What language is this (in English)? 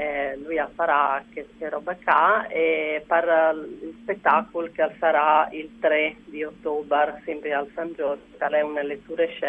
Friulian